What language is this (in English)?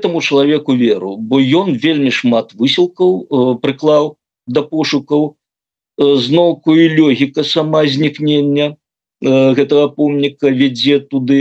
Belarusian